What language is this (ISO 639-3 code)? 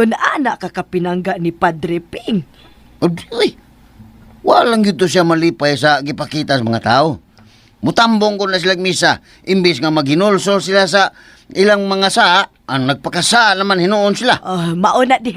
ceb